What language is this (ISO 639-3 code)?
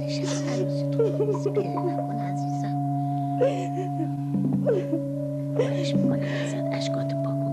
fas